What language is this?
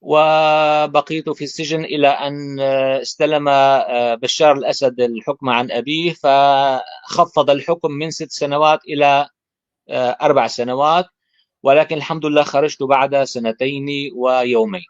North Levantine Arabic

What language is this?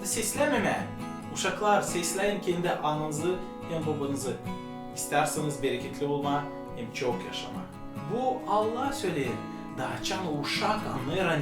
Gagauz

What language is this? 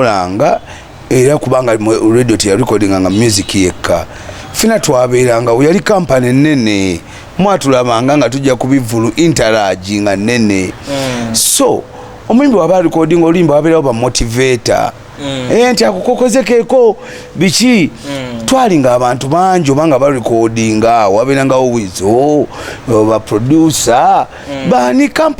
Ganda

